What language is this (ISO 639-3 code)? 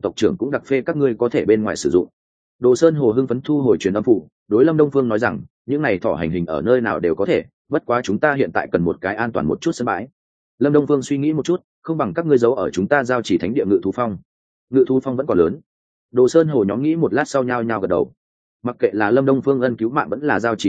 vie